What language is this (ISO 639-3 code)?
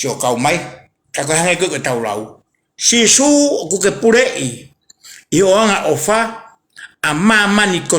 ton